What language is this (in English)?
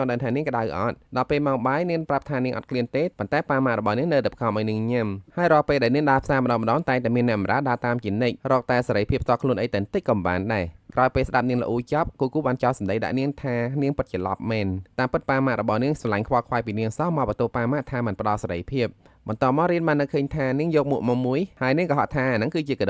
Khmer